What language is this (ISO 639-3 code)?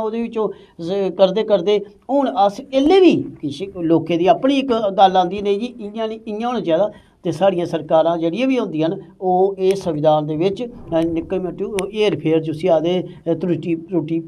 doi